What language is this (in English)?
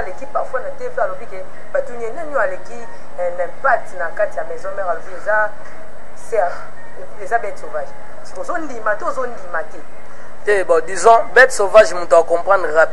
Lingala